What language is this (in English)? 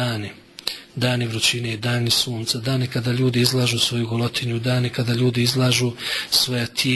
Bosnian